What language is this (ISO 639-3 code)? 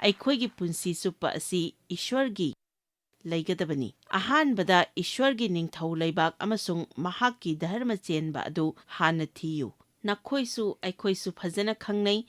mni